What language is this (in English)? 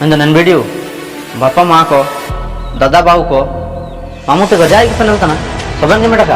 Ho